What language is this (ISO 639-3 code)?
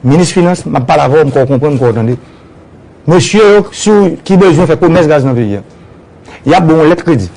hat